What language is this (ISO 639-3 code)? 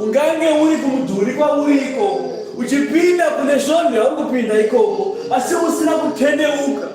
sna